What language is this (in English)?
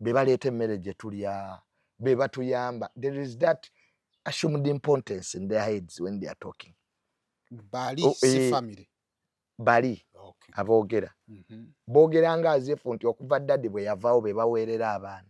Ganda